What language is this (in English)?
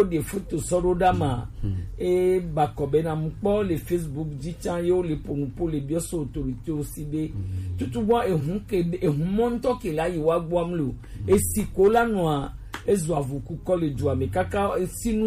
Gen